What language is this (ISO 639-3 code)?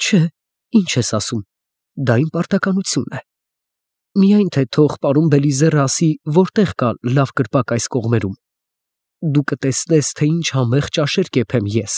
hye